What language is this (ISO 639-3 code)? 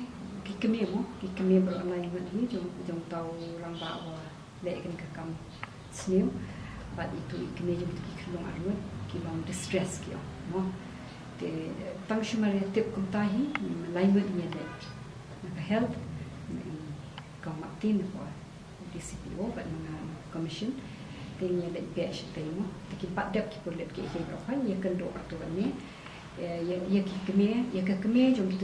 kha